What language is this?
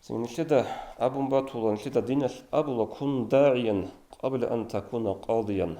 Avaric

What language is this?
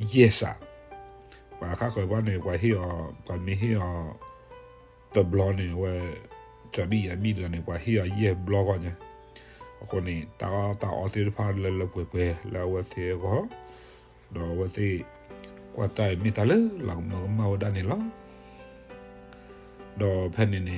S'gaw Karen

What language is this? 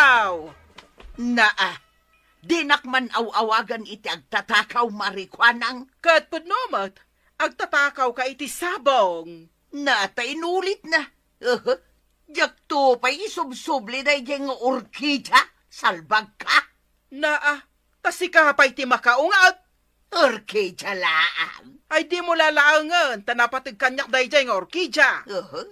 Iloko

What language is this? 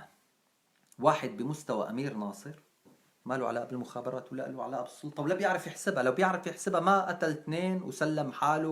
North Levantine Arabic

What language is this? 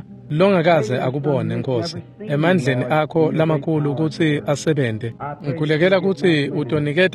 Swati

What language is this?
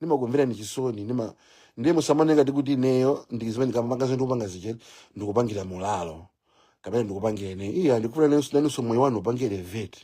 Nyanja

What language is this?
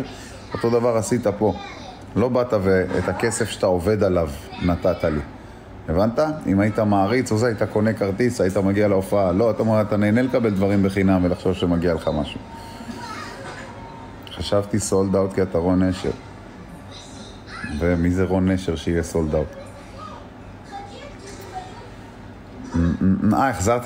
Hebrew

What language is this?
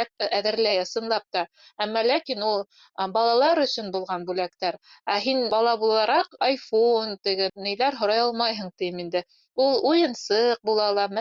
Bashkir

